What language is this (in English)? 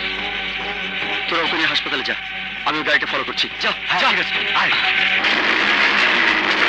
Bangla